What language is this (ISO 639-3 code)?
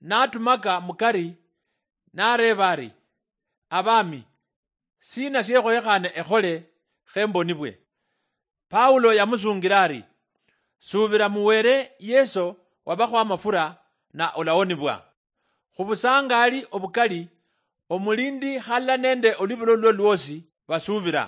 luy